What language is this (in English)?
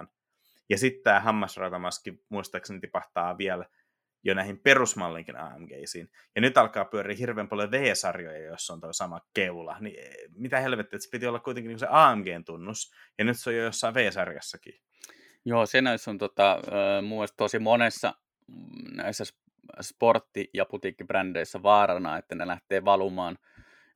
Finnish